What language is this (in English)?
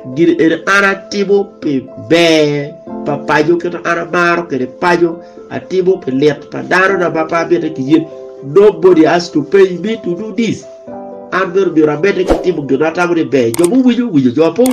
Acoli